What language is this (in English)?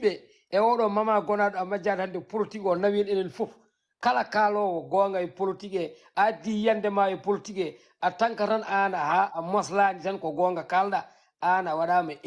Fula